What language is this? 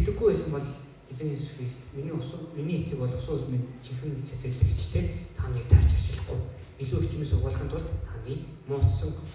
Mongolian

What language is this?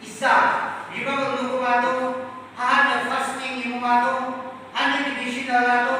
Yimchungru Naga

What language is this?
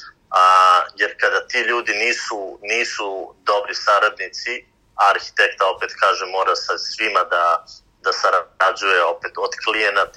Serbian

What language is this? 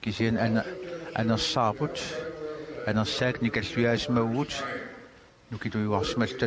Kalaallisut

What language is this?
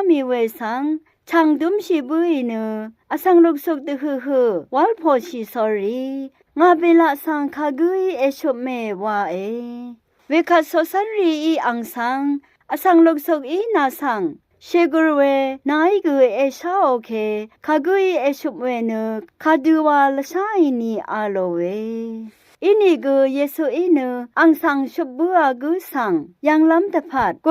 Rawang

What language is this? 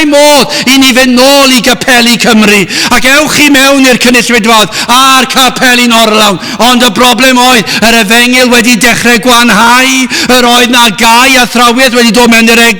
Welsh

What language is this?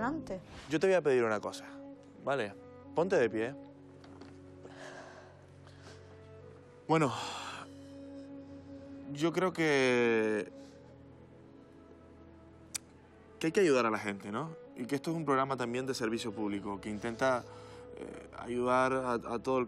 Spanish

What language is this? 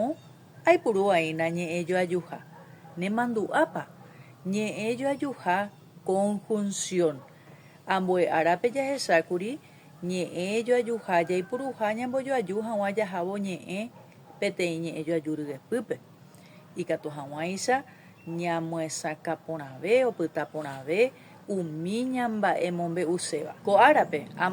Guarani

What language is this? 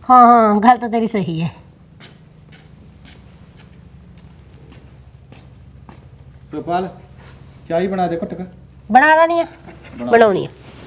Punjabi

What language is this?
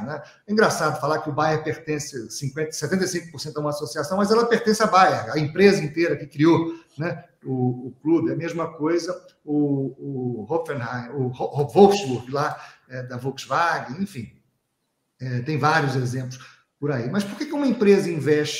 Portuguese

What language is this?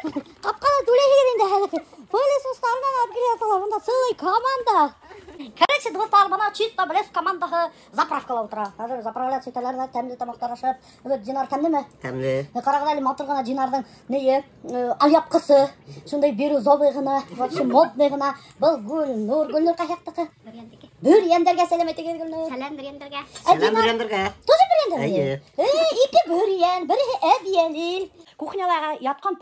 Bashkir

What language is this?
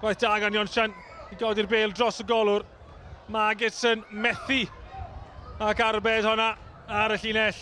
Welsh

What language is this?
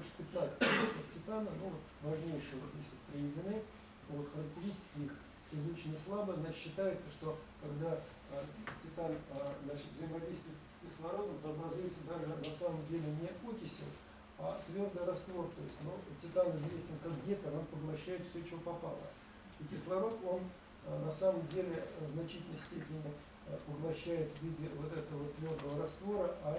Russian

